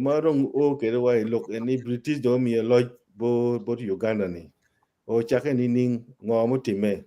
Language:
Acoli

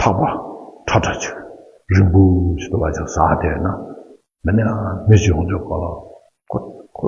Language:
Tibetan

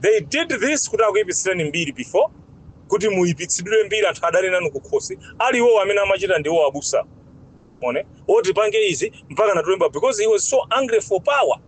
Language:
Nyanja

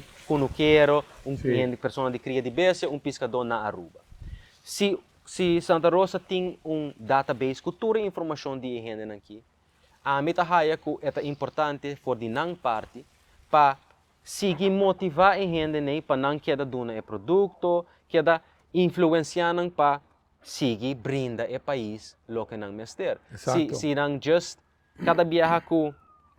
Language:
Papiamento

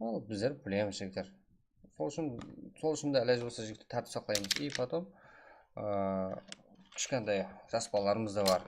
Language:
Kara-Kalpak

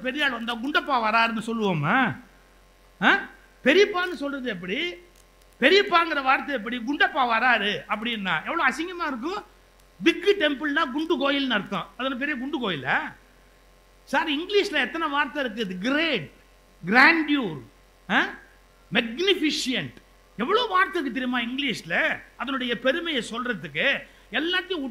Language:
Tamil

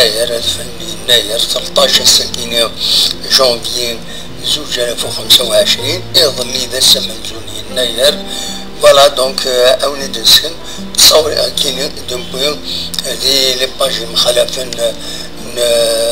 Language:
Kabyle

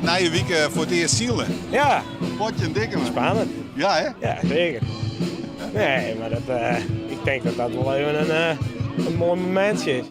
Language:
Western Frisian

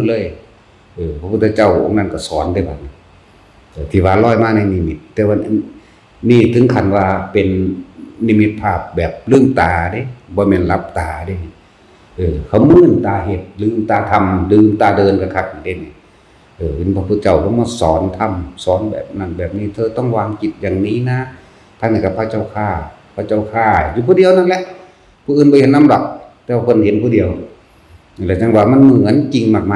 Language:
Northeastern Thai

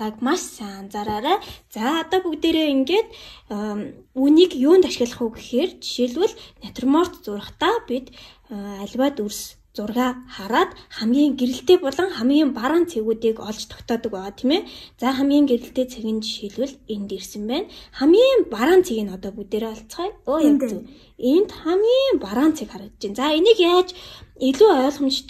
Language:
Mongolian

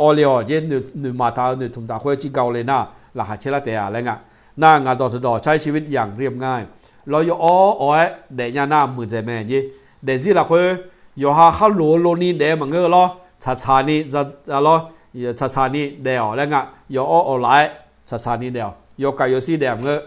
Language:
Akha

